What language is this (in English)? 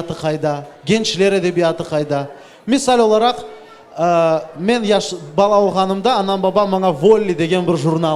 Crimean Tatar